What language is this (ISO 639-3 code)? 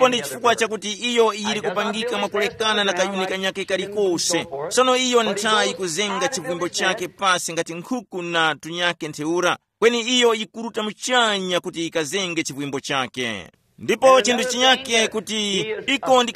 tum